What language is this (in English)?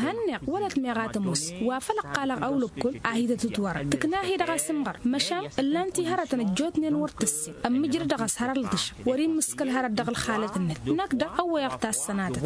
Tamasheq